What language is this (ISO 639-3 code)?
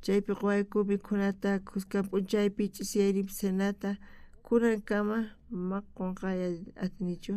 quh